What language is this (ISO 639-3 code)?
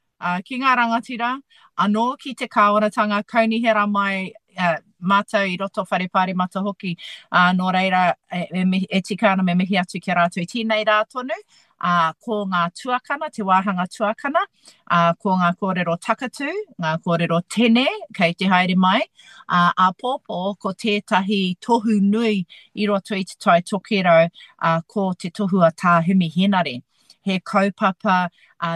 mri